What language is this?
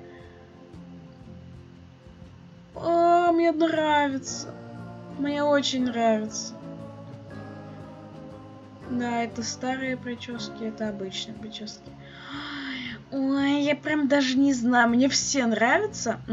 Russian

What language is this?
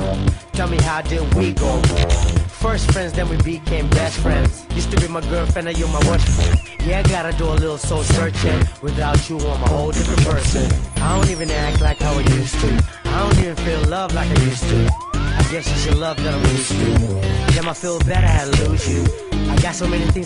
English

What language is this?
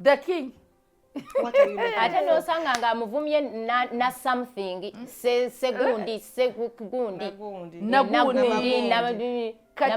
Ganda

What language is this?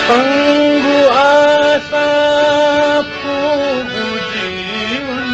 Newari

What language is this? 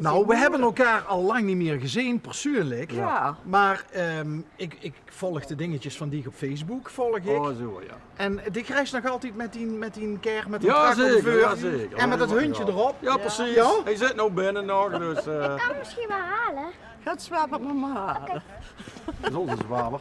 Limburgish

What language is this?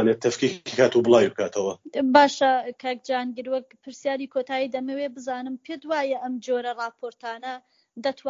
Central Kurdish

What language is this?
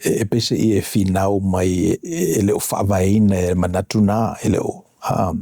Samoan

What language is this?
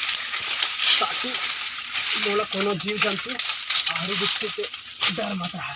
Chhattisgarhi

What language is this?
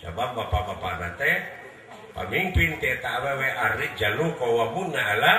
Sundanese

